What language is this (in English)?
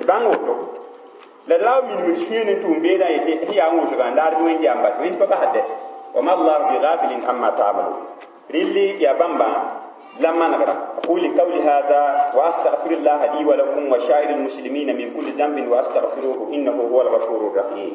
Mossi